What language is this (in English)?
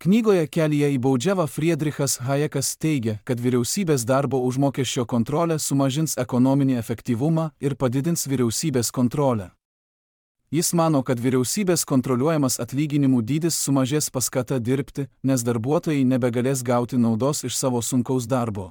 Lithuanian